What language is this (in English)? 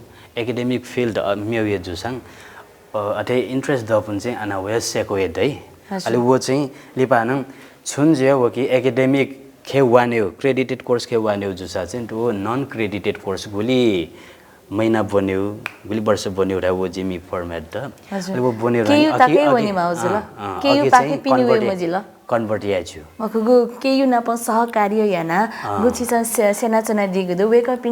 Newari